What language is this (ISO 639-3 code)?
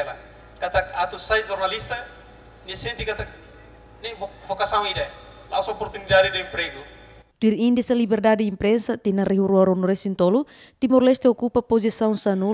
tet